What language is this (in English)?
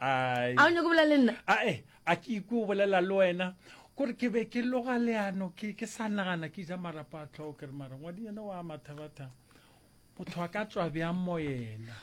Northern Sotho